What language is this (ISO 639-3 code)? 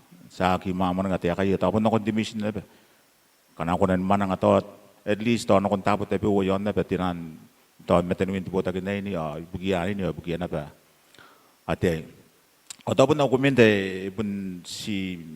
gil